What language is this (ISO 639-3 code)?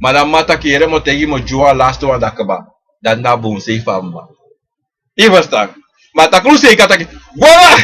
srn